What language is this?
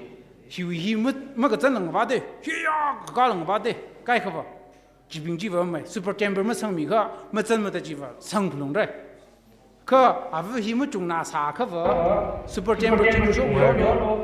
Tangkhul Naga (India)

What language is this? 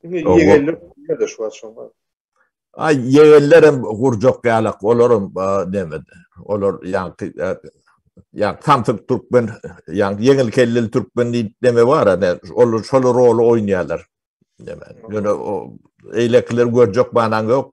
Turkmen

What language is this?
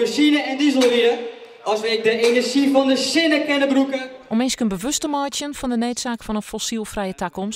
Western Frisian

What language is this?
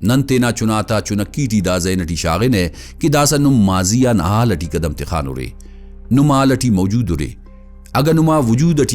Brahui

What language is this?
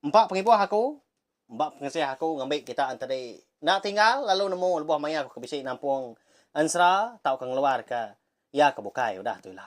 Iban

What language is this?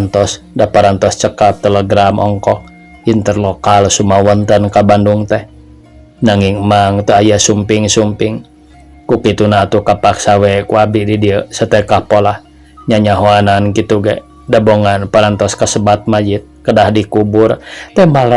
Sundanese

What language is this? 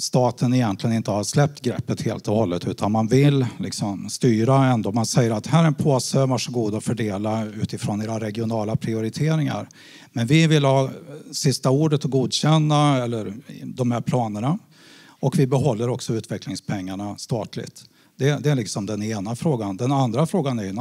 Swedish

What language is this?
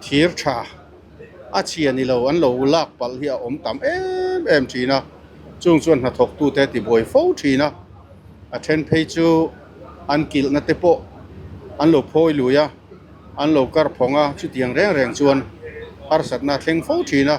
Mizo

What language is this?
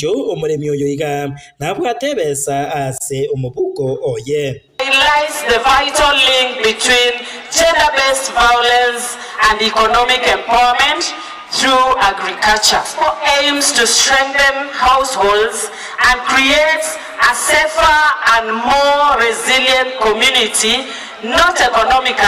Gusii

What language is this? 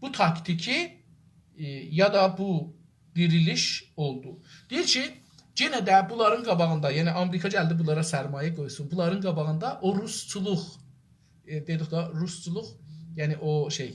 South Azerbaijani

